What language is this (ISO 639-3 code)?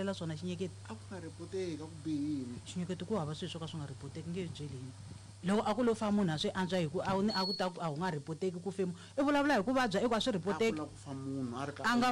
tso